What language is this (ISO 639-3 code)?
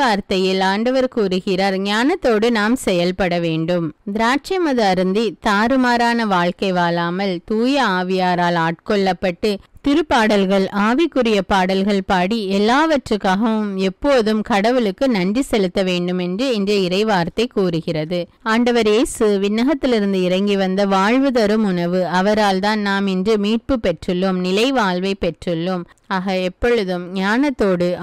tam